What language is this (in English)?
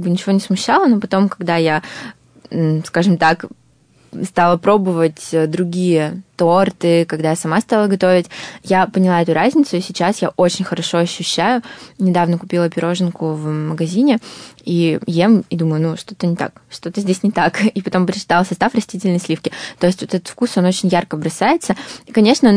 Russian